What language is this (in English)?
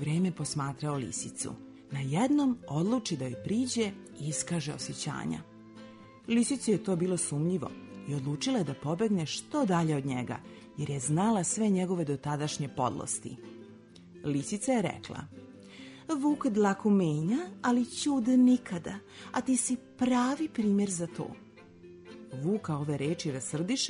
Serbian